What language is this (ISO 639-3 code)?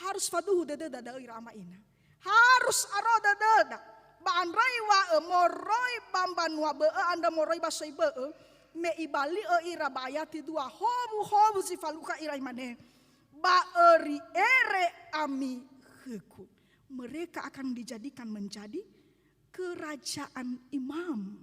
nia